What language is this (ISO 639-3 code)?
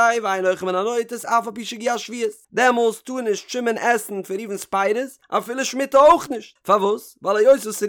yid